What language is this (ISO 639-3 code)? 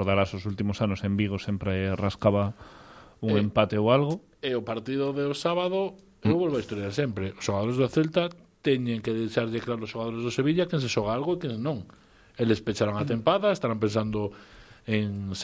glg